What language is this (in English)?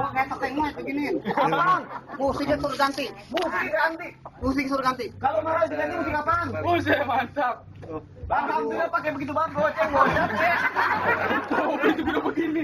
Betawi